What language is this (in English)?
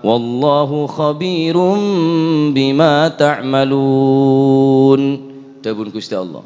Madurese